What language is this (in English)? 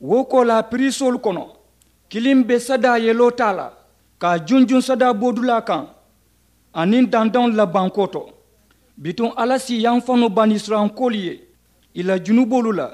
Mandingo